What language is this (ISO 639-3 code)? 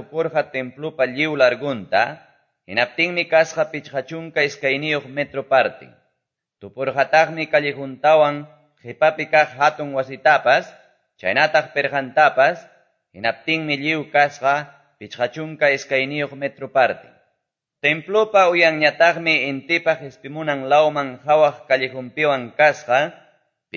que